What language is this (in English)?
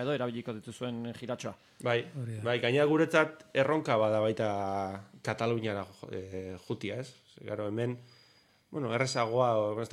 Basque